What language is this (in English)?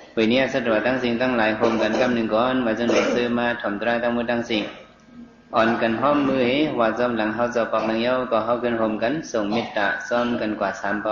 Shan